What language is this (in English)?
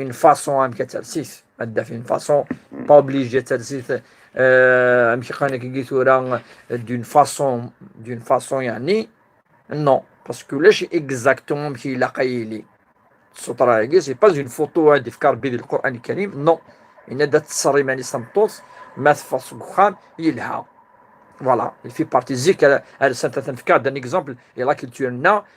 Kabyle